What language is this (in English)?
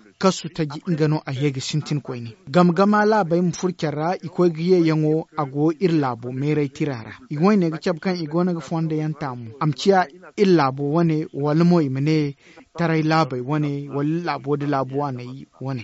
Zarma